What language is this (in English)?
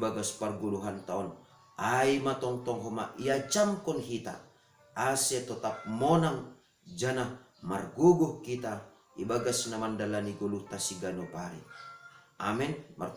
Batak Simalungun